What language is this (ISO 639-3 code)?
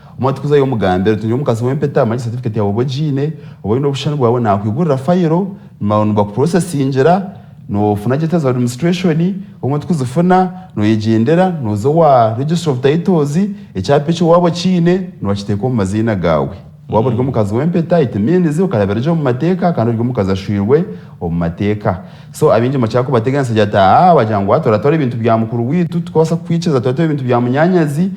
nyn